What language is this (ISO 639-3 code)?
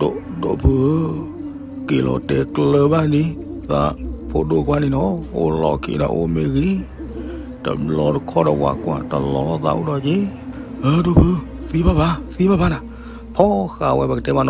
ksw